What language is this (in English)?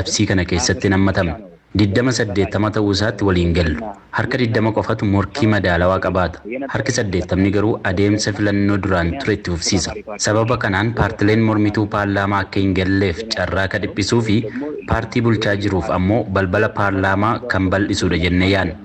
Oromo